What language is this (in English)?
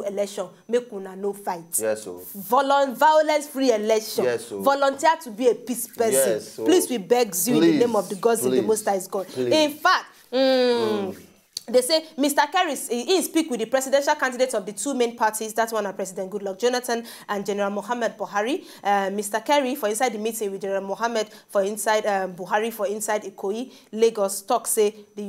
Nigerian Pidgin